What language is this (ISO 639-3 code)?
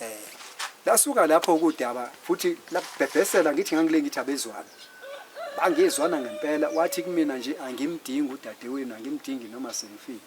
zul